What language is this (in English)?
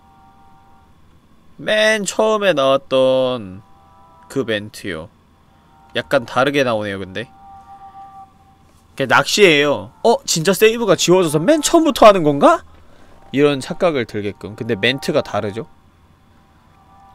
Korean